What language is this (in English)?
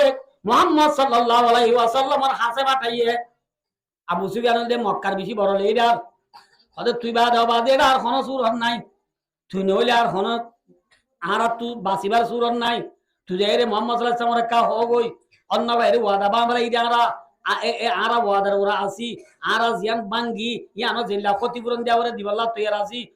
Rohingya